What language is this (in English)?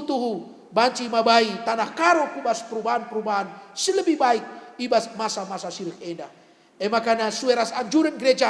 Batak Karo